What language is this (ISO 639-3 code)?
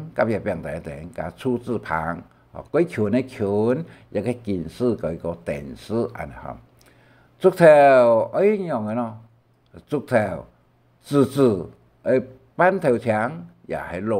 hak